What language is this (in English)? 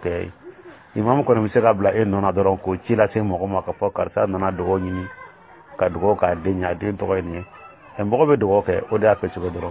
Dyula